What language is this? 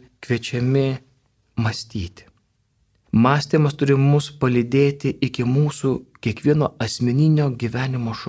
Lithuanian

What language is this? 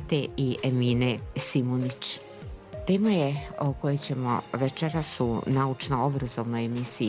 Bosnian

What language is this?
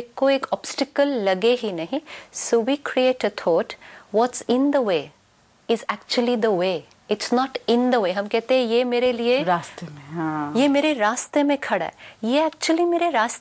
Hindi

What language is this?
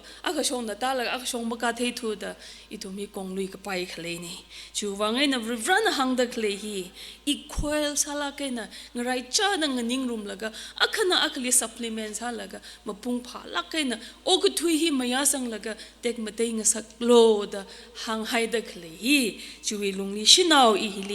Tangkhul Naga (India)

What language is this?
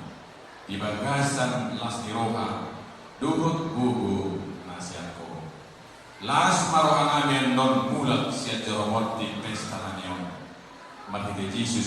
Batak Toba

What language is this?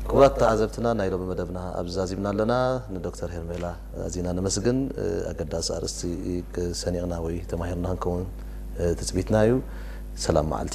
Tigrinya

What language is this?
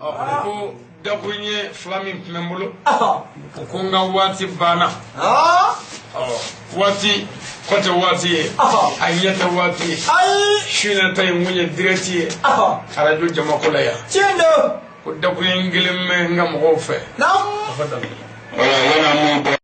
Bambara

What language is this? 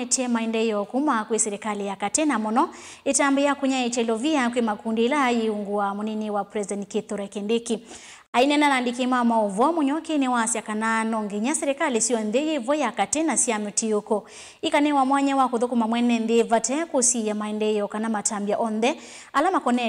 Kamba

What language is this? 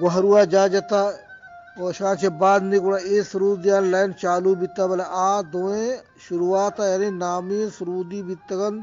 Eastern Balochi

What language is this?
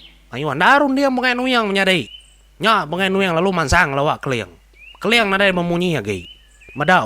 Iban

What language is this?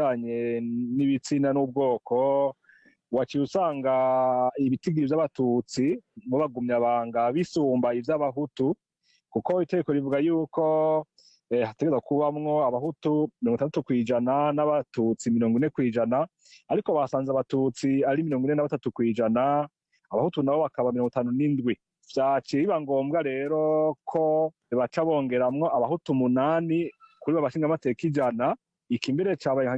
Rundi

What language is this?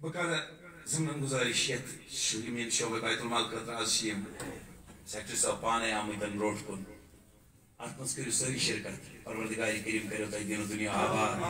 Kashmiri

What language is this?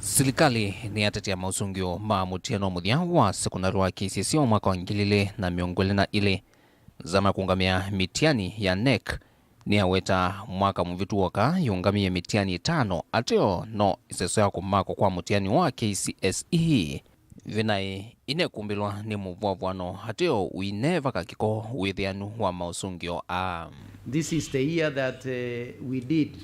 Kamba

